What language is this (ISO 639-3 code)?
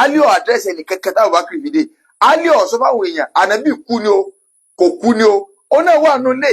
yor